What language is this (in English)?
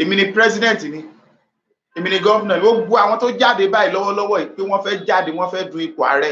Yoruba